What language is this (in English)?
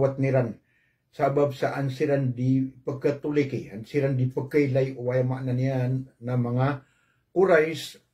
Maranao